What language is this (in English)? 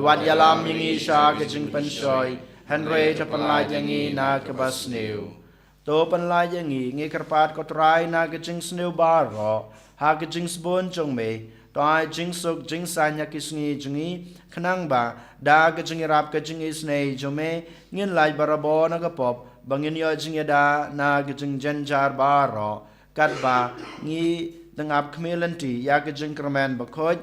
Khasi